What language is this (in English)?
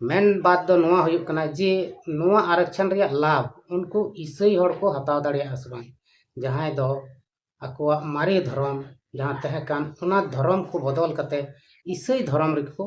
Santali